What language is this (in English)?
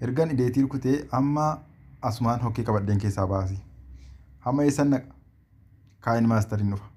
Oromo